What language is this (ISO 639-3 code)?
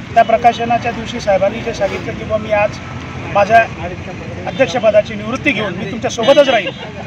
mar